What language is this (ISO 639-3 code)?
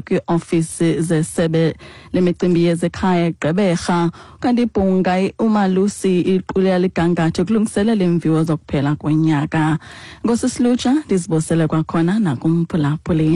xho